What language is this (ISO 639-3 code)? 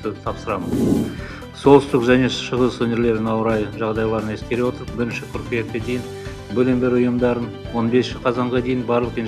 kaz